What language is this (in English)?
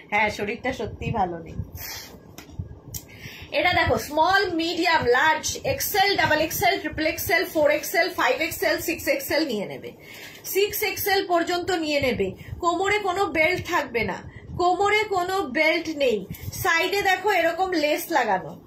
Bangla